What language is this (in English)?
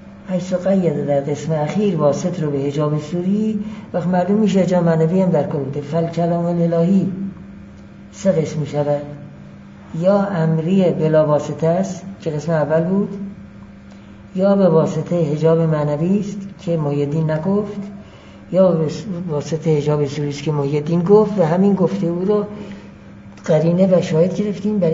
Persian